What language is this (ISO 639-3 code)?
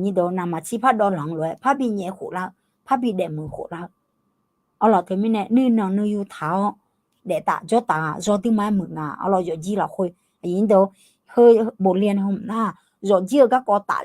ahk